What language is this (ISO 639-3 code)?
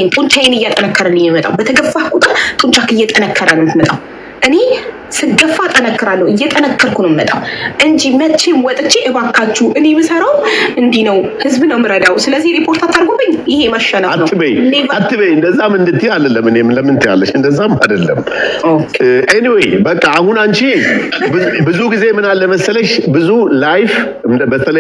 amh